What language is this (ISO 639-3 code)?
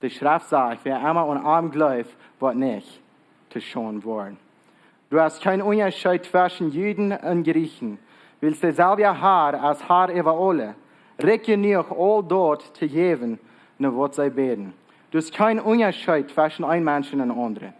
pdt